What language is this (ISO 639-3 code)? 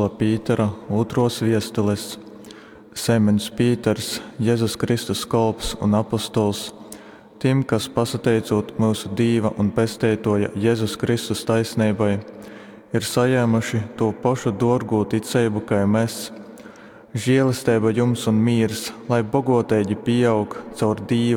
ltg